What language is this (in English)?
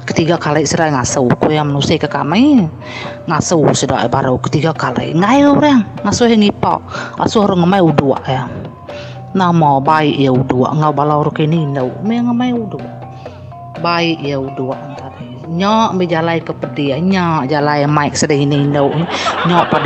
Iban